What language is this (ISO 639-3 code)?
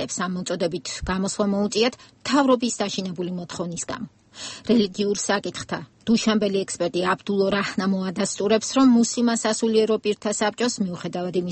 kat